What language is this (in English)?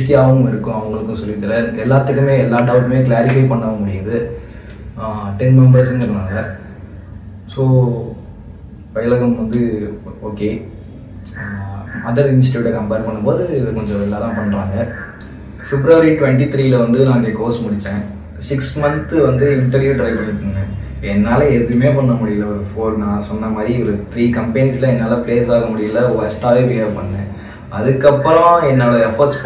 Tamil